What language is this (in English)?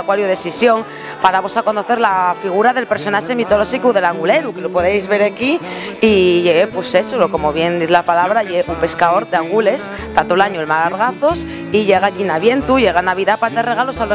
Asturian